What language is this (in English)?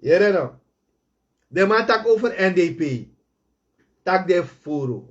Sranan Tongo